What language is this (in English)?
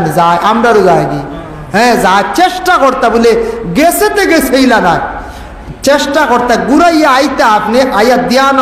Sylheti